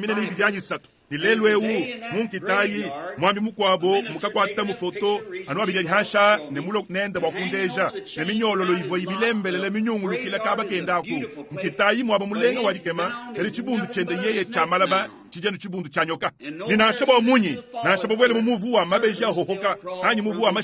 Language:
Luba-Lulua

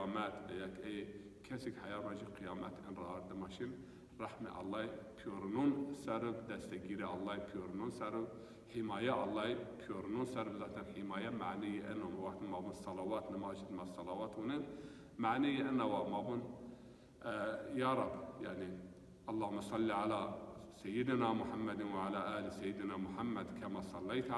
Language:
Zaza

